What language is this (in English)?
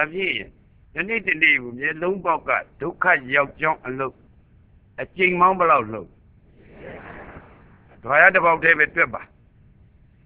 Burmese